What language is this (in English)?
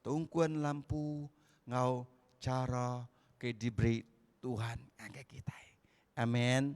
Iban